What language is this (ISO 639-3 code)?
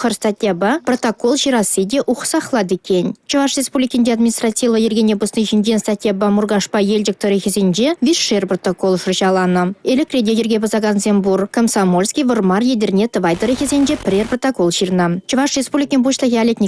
chv